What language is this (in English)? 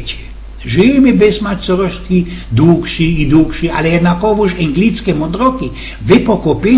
Silesian